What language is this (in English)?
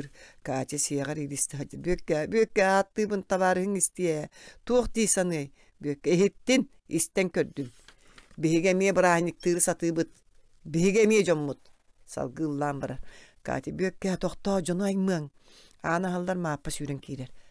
Yakut